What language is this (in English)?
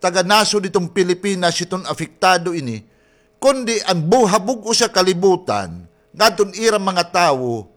Waray